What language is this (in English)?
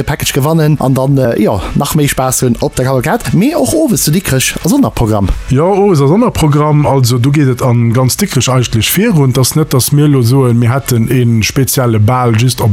Luxembourgish